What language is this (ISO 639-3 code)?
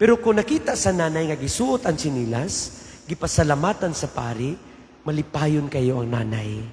ceb